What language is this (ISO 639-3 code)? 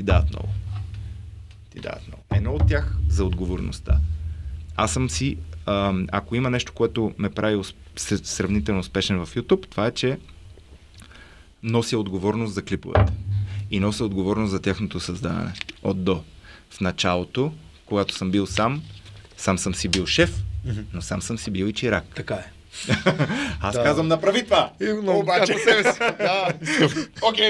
bul